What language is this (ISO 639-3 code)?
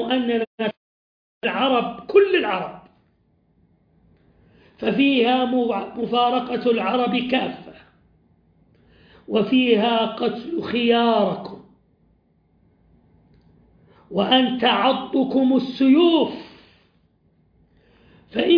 ara